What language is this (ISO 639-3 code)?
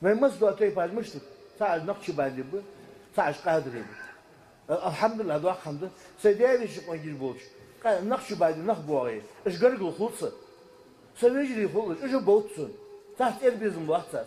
inh